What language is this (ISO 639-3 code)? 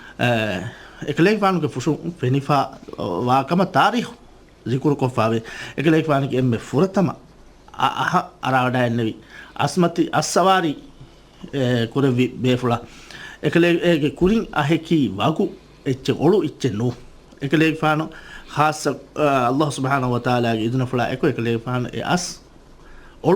div